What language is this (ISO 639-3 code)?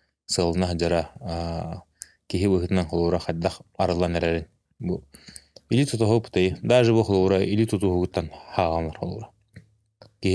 sah